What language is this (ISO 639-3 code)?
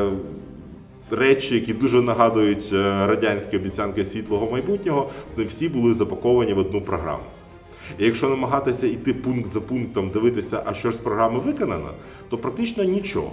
ukr